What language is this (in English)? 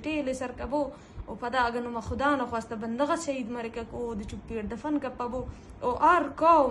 Eastern Balochi